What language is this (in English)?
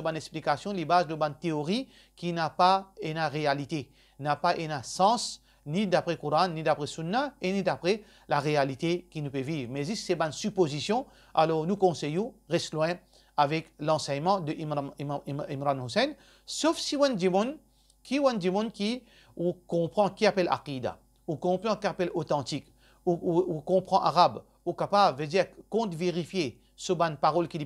Morisyen